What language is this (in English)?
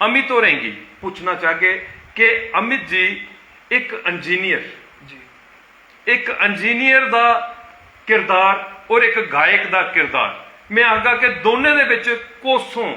Dogri